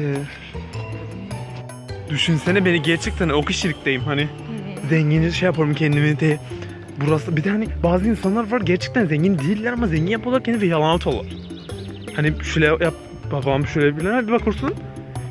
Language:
Turkish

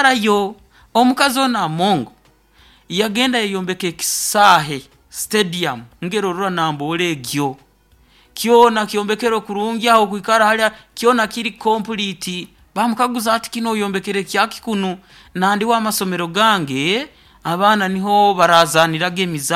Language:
Nyoro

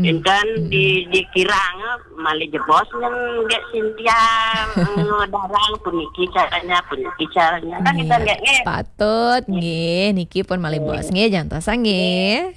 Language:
Balinese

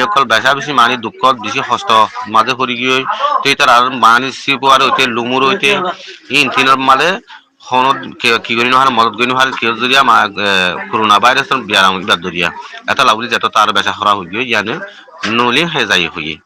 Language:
Rohingya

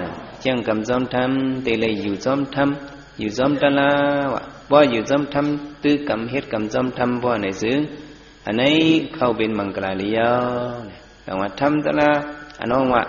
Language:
Shan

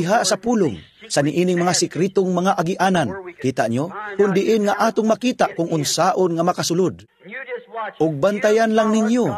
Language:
Cebuano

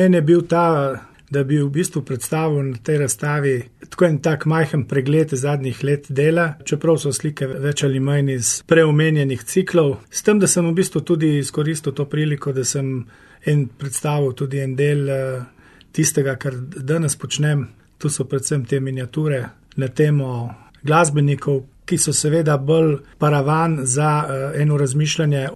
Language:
Slovenian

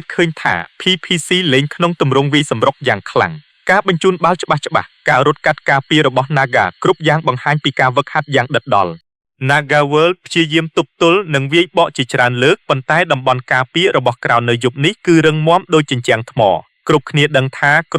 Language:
Khmer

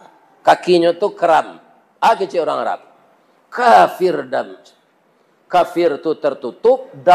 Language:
Minangkabau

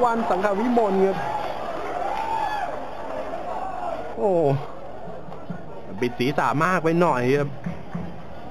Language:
Thai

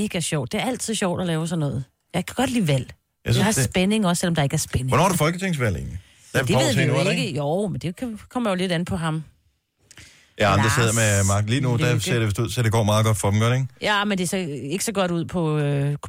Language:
Danish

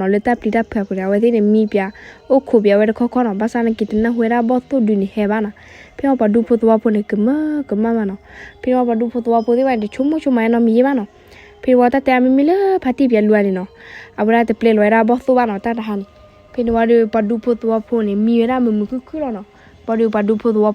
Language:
S'gaw Karen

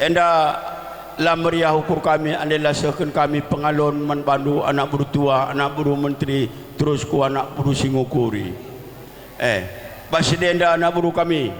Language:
Batak Karo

